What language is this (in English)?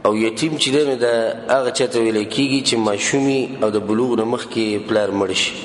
Pashto